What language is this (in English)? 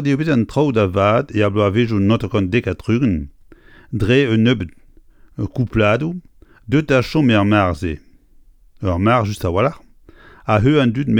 Breton